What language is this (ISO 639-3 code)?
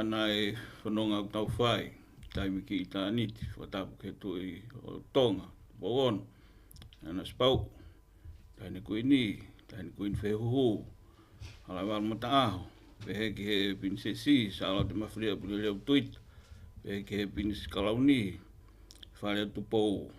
ton